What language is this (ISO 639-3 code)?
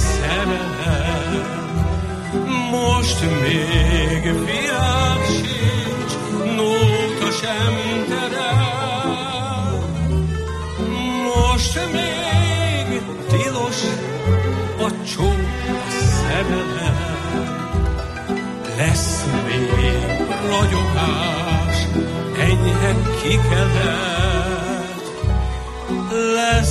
hun